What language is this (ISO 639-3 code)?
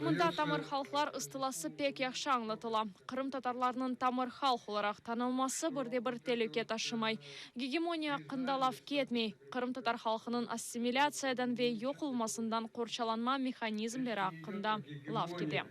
crh